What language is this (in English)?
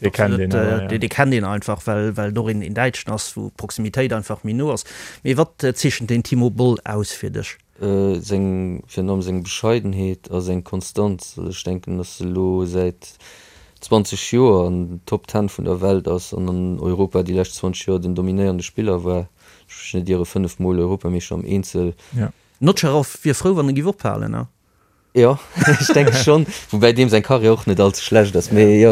Luxembourgish